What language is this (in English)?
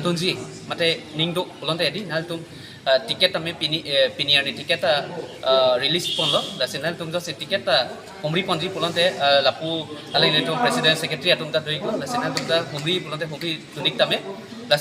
Karbi